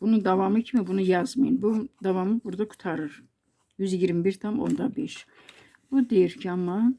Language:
Azerbaijani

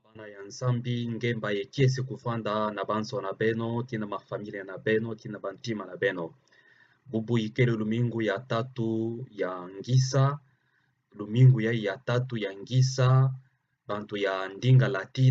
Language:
Kituba (Democratic Republic of Congo)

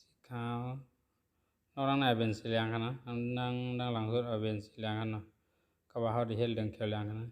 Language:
Shan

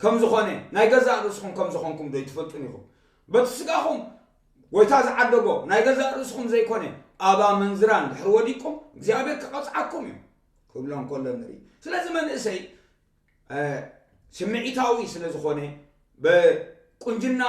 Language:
Tigrinya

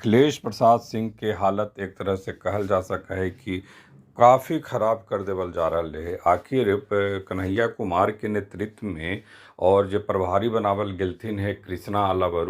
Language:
Magahi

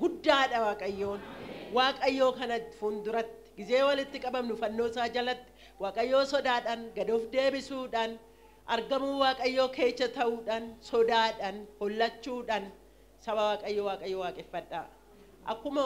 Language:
Oromo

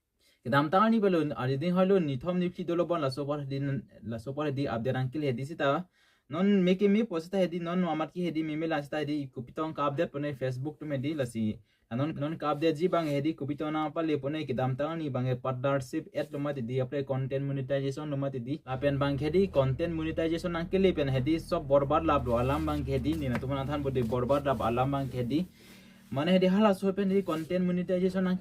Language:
Karbi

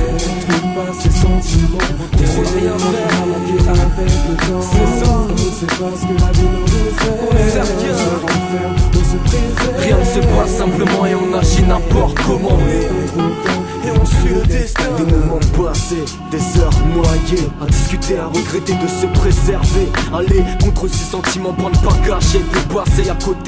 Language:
French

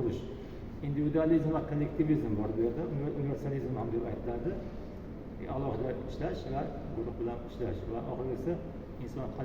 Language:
Uzbek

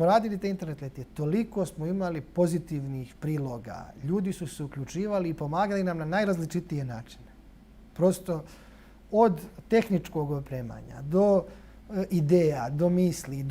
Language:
Bosnian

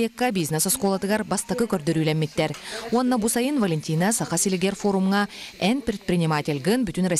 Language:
Yakut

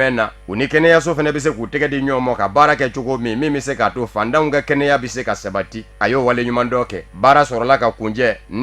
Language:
Bambara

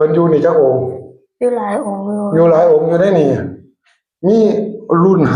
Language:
Northeastern Thai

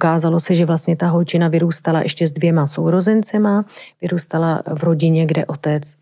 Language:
Czech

